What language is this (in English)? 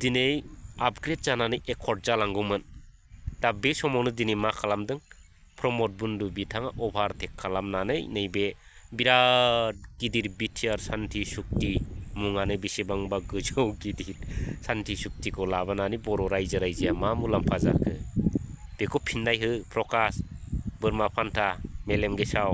Bodo